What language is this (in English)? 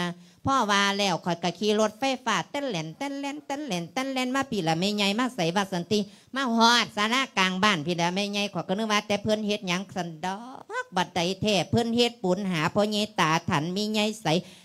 Lao